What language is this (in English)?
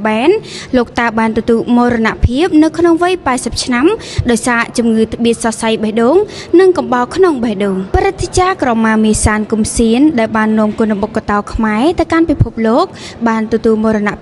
Khmer